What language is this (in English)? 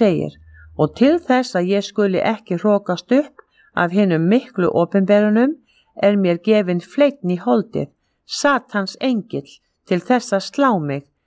Icelandic